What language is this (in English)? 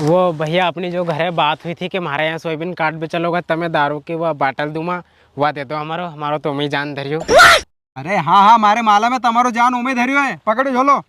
Rajasthani